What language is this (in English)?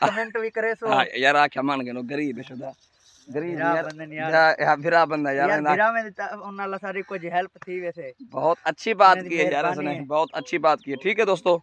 Saraiki